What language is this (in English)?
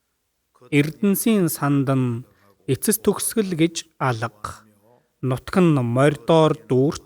Mongolian